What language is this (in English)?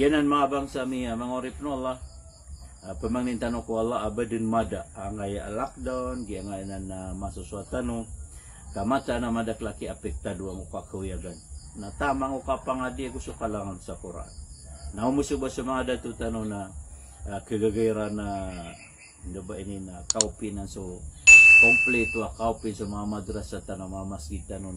Maranao